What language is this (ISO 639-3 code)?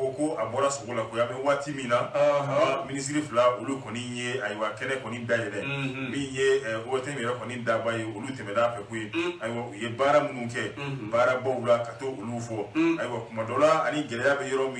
bam